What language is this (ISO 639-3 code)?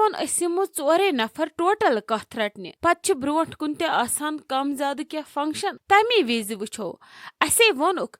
kas